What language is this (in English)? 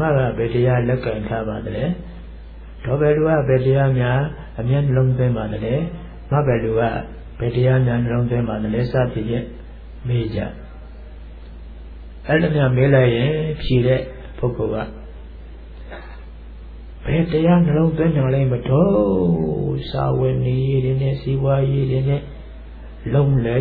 Burmese